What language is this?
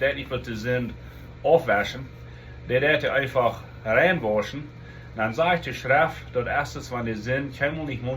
Plautdietsch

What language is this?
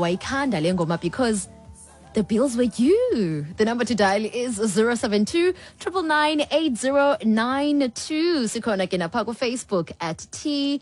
Xhosa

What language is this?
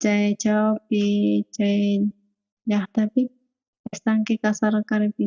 South Bolivian Quechua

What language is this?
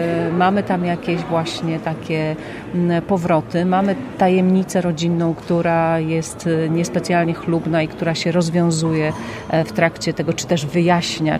Polish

